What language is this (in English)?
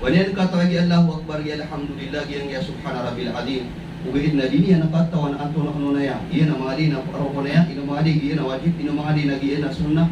Maranao